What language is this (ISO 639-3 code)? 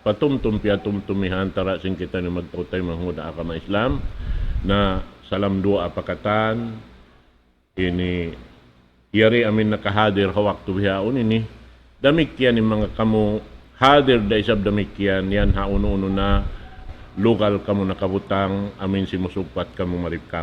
tsg